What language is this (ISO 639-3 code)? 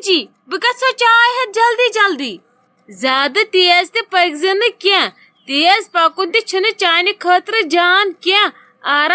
kas